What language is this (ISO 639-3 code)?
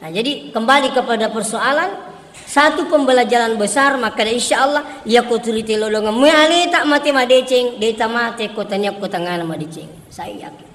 bug